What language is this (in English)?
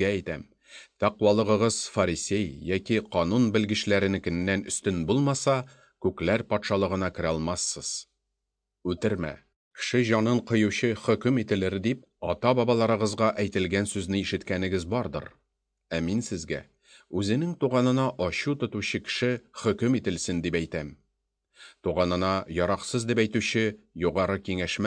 Tatar